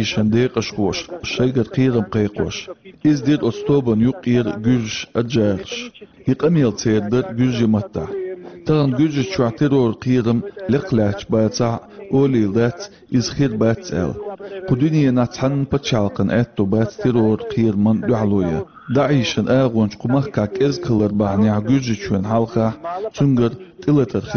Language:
Chechen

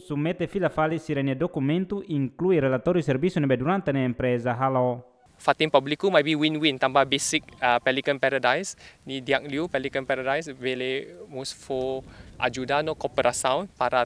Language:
Tetum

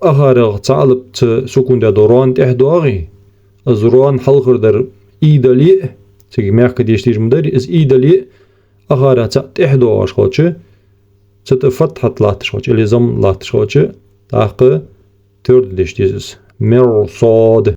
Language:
Ingush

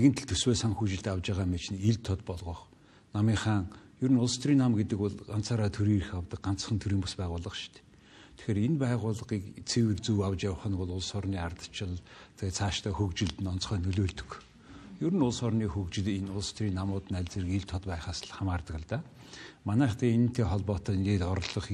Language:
Mongolian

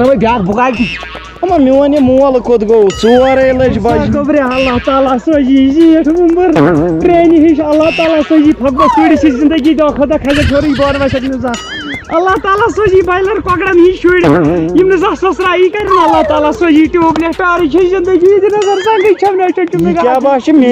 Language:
Kashmiri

